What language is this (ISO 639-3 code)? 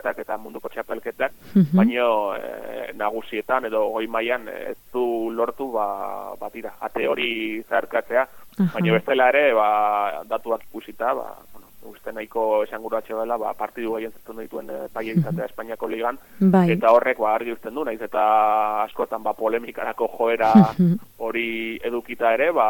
eus